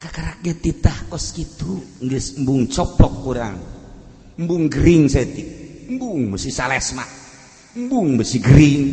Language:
Sundanese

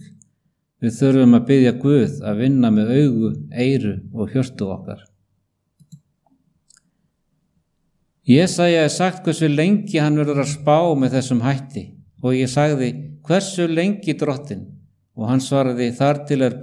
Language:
Icelandic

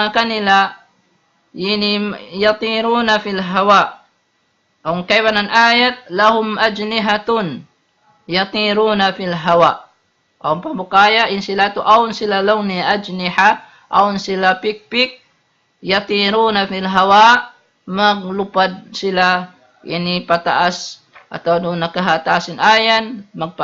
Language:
Tausug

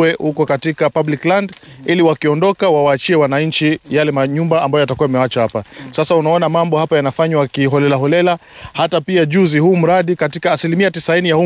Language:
Swahili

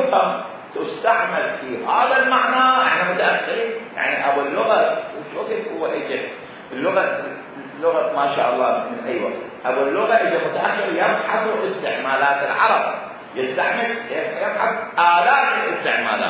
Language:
Mesopotamian Arabic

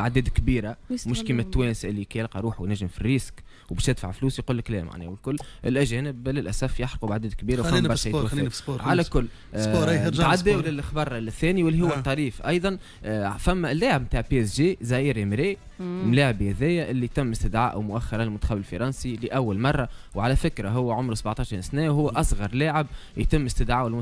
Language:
Tunisian Arabic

